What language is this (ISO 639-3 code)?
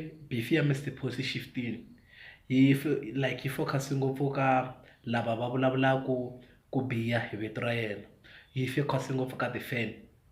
tso